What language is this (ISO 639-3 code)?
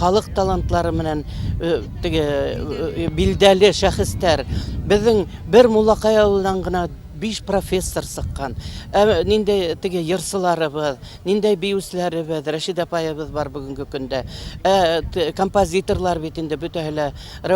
bak